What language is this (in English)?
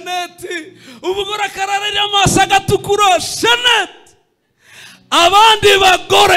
Kinyarwanda